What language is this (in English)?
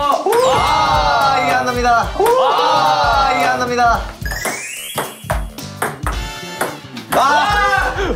Korean